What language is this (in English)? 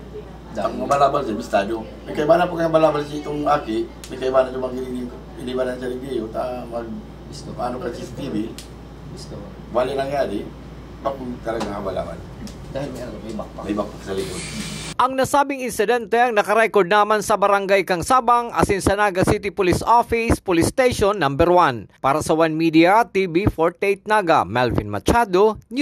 Bikol